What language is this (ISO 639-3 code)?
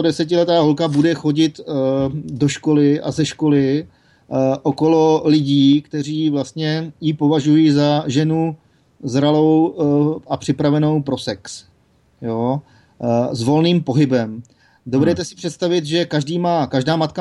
ces